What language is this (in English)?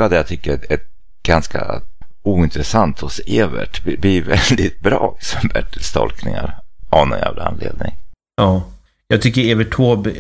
Swedish